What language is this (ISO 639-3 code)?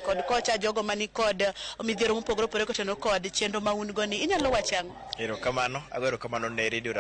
luo